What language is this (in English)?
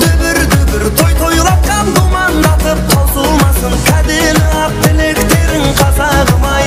Kara-Kalpak